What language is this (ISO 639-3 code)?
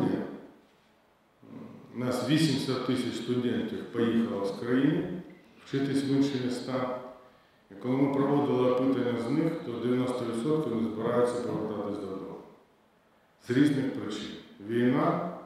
ukr